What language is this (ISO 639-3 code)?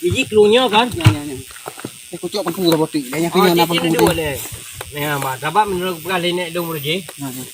ace